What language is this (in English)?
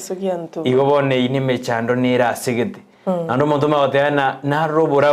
Gusii